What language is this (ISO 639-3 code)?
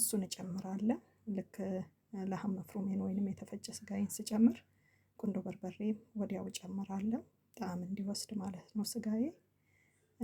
amh